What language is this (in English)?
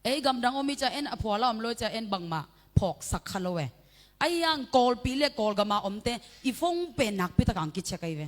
Tedim Chin